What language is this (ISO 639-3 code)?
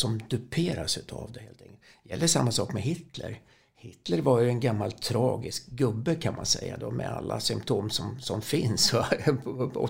swe